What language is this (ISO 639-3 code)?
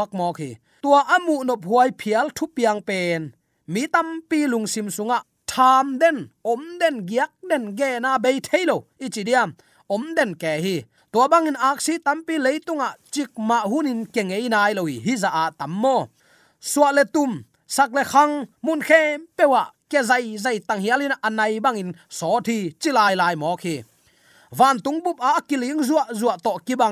ctd